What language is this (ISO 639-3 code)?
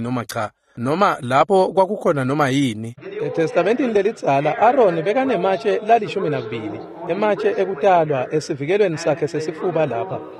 ssw